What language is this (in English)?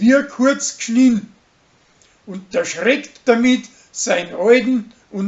Bavarian